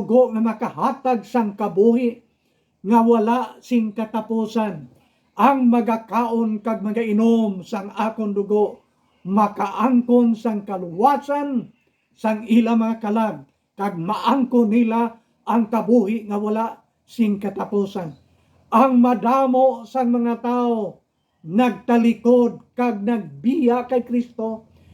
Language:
Hiligaynon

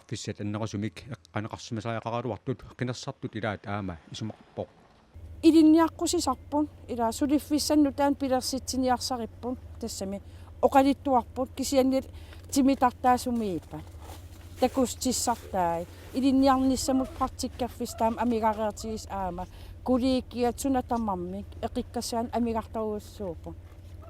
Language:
Kalaallisut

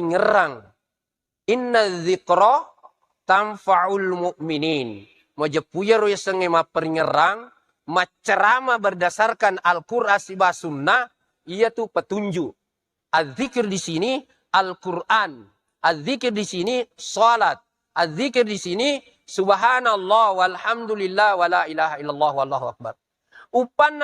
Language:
Buginese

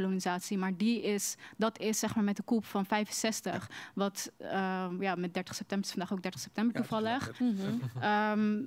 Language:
Dutch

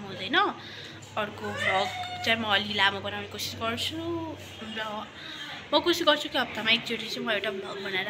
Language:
Nepali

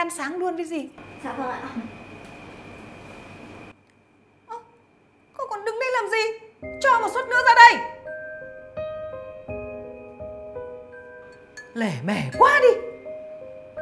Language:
Vietnamese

